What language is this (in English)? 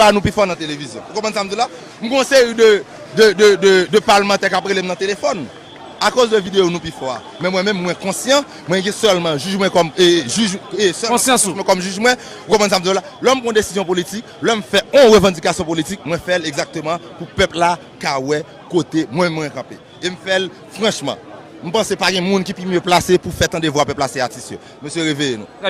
Haitian Creole